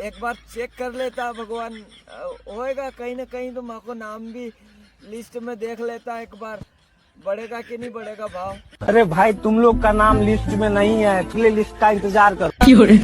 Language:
Rajasthani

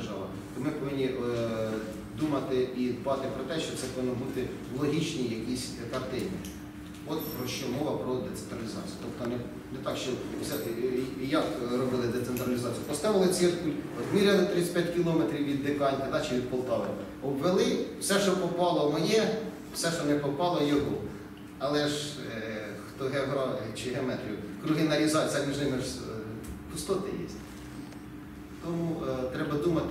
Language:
Ukrainian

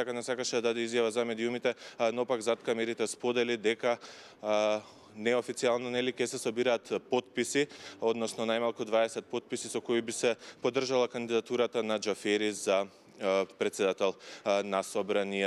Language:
Macedonian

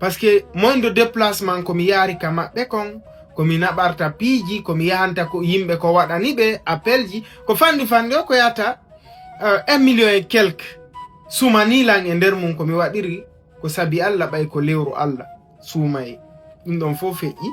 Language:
Fula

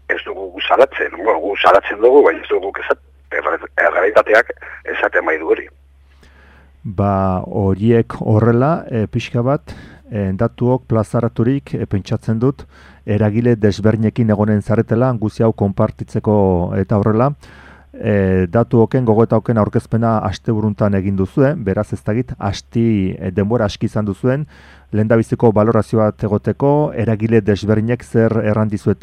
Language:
Basque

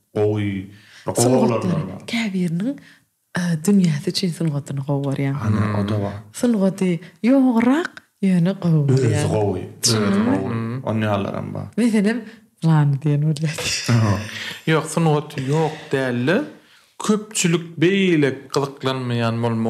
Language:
Turkmen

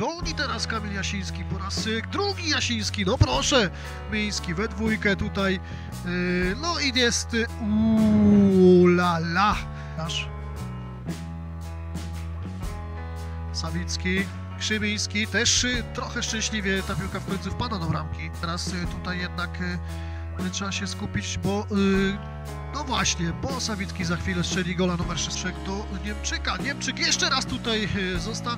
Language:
Polish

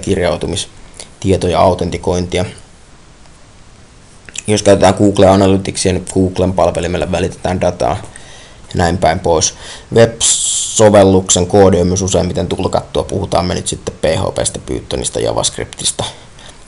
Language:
Finnish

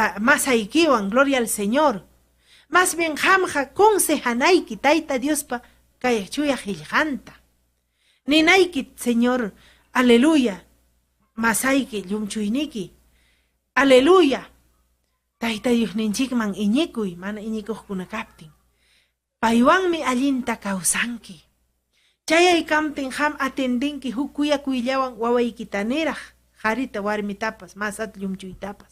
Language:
Ayacucho Quechua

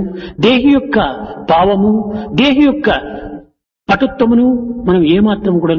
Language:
Telugu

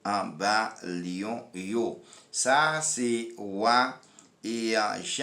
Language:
Haitian Creole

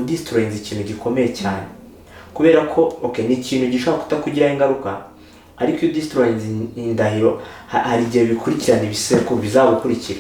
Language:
Kinyarwanda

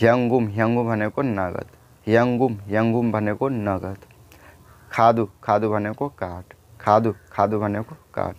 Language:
Nepali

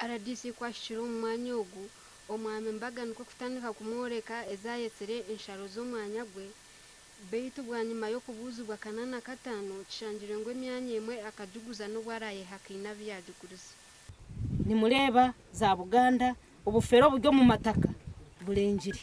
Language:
Nyankole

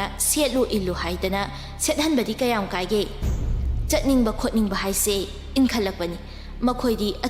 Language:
Manipuri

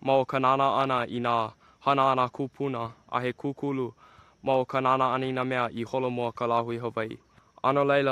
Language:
Hawaiian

